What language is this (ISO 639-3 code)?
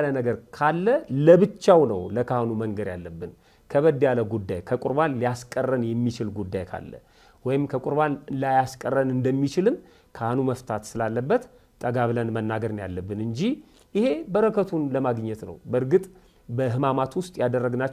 amh